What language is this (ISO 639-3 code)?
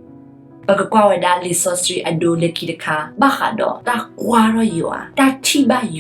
ksw